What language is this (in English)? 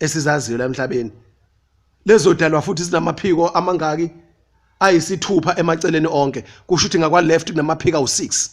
Zulu